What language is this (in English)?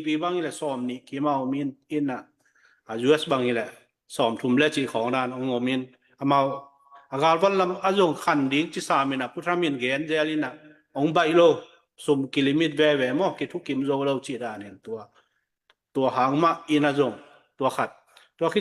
Tedim Chin